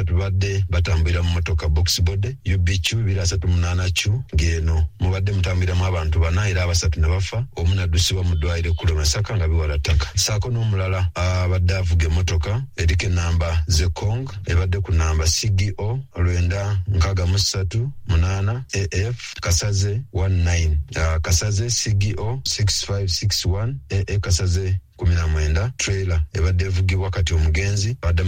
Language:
Ganda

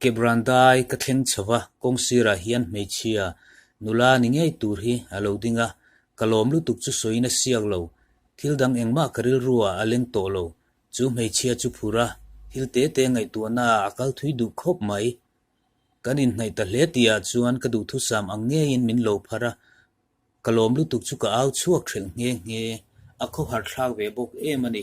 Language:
Mizo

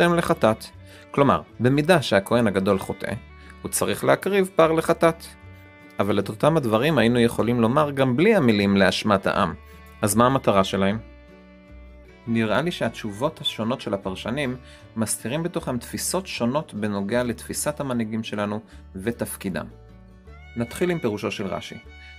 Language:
Hebrew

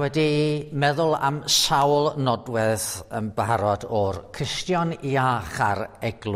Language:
Welsh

